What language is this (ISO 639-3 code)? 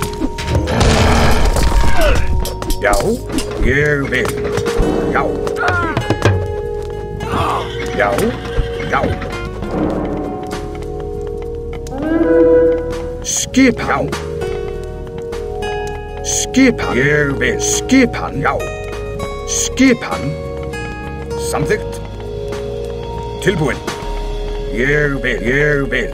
isl